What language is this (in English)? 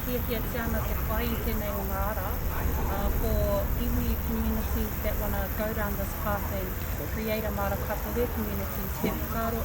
Māori